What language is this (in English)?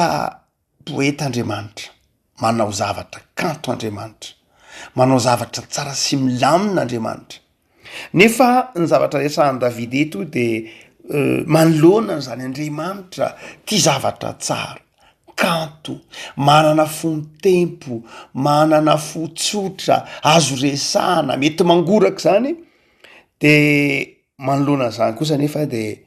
Malagasy